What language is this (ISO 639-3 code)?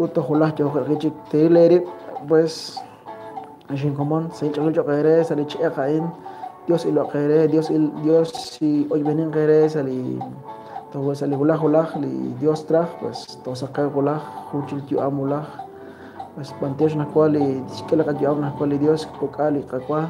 kek